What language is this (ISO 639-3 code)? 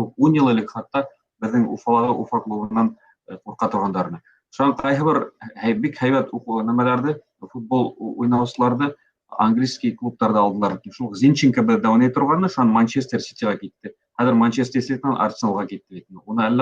bak